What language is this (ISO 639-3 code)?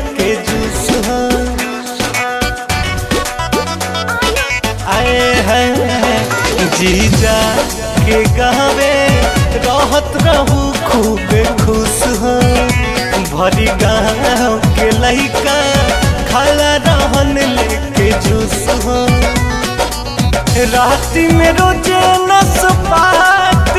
bho